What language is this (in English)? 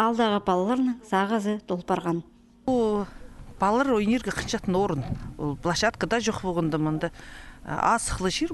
Khakas